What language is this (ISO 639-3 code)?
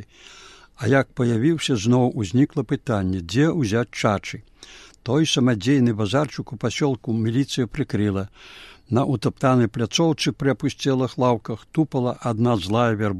bel